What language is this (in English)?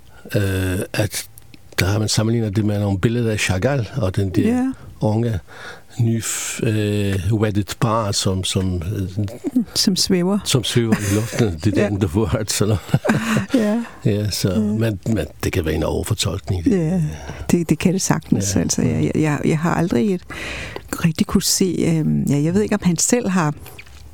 Danish